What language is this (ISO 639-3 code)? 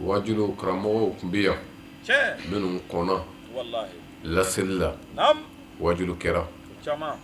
bam